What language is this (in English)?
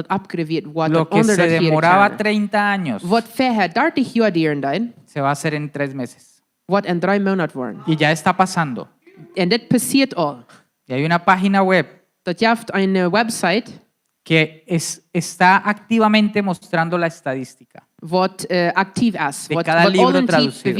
Plautdietsch